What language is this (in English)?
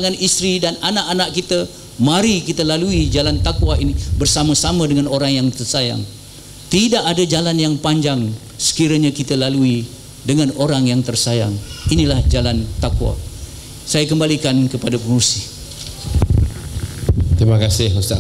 Malay